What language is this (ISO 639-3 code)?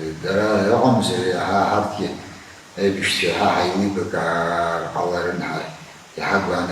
abk